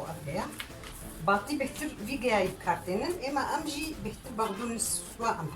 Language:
Kurdish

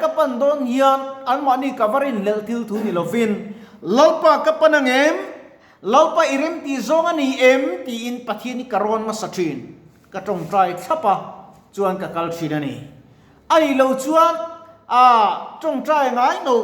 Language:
Mizo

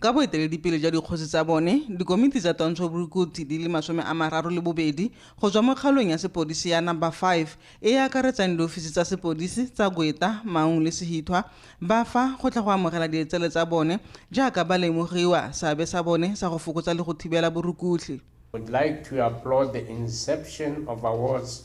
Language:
Tswana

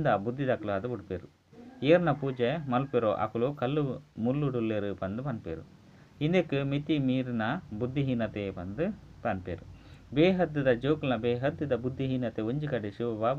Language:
Tulu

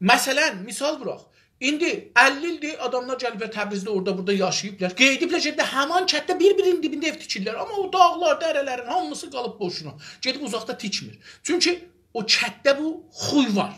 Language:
South Azerbaijani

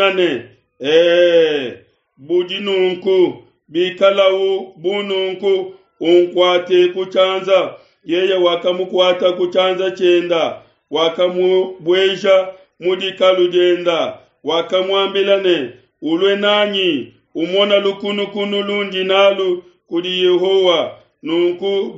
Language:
Luba-Lulua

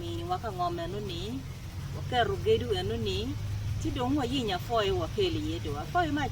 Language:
Acoli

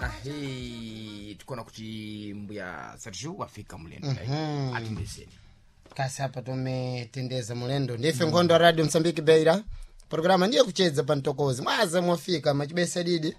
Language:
Sena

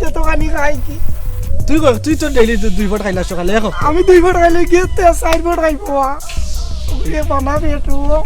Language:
Sylheti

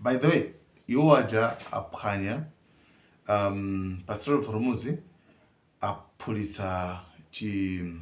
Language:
Nyanja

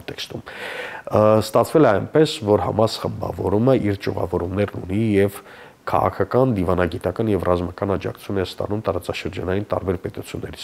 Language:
Armenian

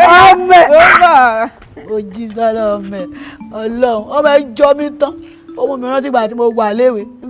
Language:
Yoruba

